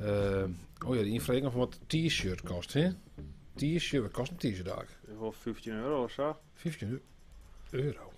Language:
Western Frisian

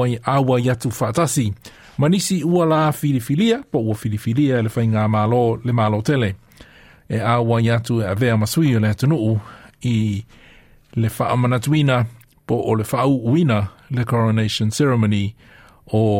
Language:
Samoan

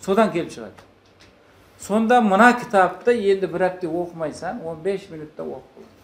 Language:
Kara-Kalpak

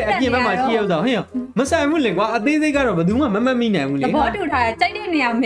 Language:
Burmese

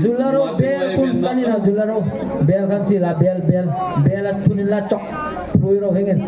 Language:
Hmar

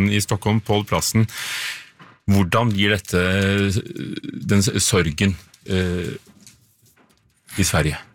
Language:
Norwegian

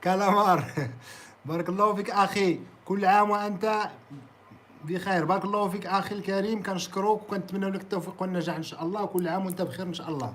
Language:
Moroccan Arabic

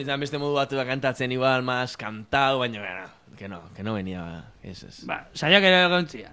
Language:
Basque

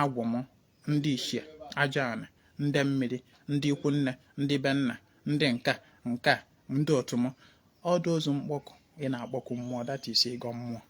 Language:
Igbo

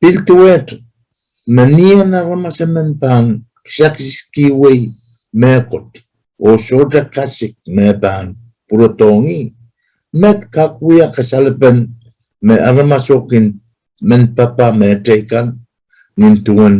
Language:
Pohnpeian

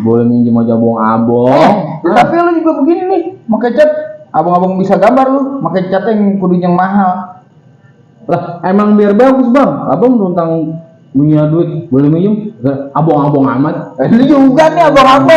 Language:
Betawi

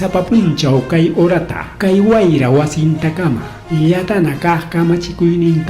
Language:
Ayacucho Quechua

